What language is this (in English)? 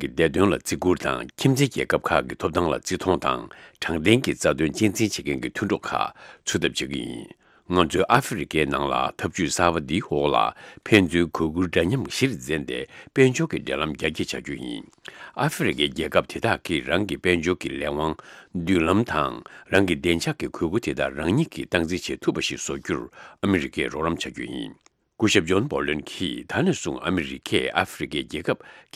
Tibetan